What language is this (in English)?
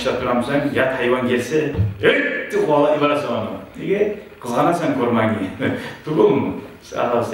Kumyk